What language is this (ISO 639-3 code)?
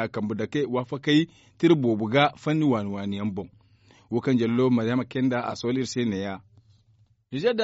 dje